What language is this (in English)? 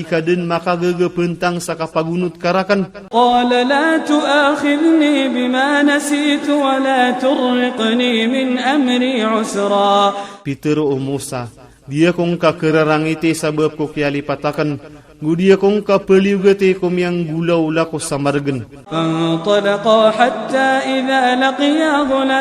Iranun (Philippines)